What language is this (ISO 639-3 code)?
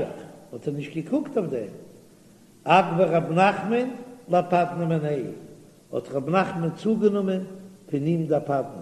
yid